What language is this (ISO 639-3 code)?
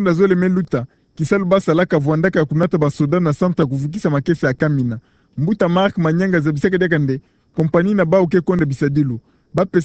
ktu